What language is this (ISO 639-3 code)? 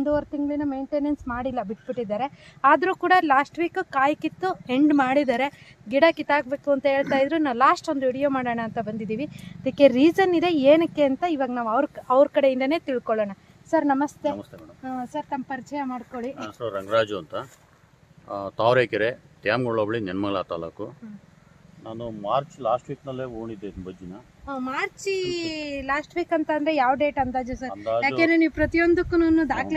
kan